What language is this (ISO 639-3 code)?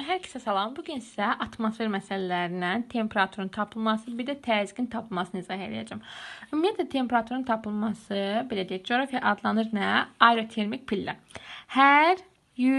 aze